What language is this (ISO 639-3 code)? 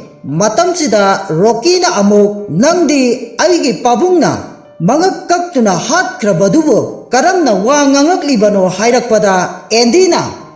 mni